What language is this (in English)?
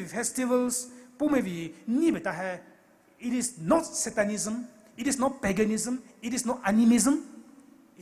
Poumei Naga